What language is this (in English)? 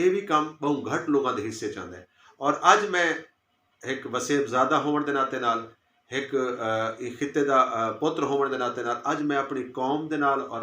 Saraiki